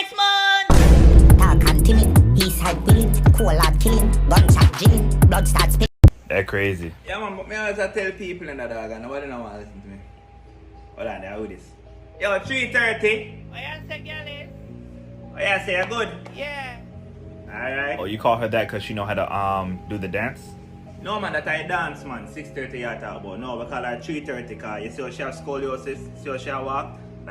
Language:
Jamaican Creole English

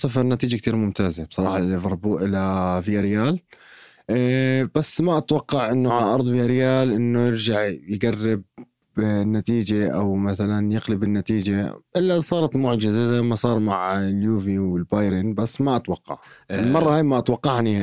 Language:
North Levantine Arabic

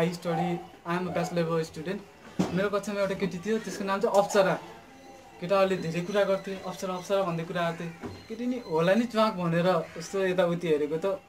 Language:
Nepali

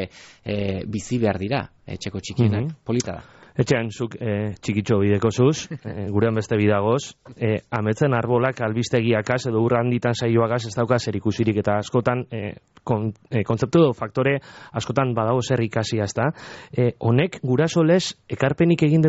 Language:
Basque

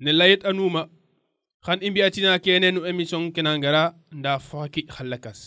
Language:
Serer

